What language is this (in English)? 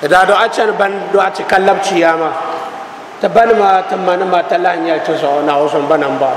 Dagbani